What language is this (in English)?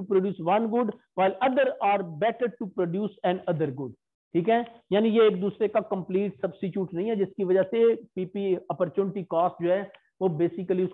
Hindi